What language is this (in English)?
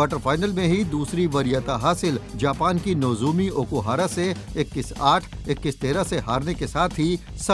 Hindi